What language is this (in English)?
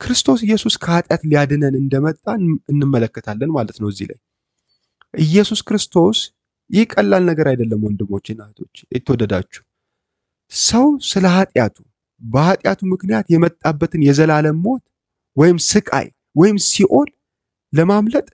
Amharic